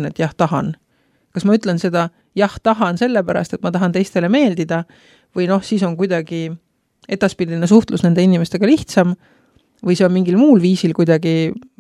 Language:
Estonian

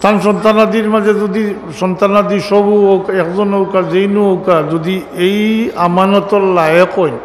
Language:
Sylheti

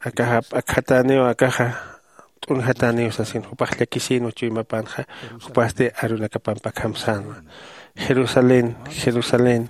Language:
Aymara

